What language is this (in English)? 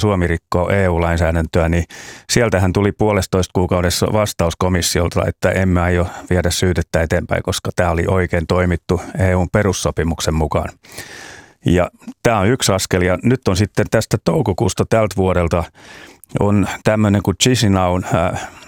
Finnish